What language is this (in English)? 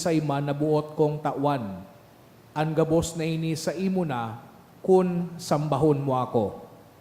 Bikol